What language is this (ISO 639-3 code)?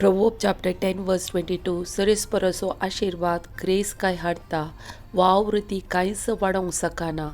kok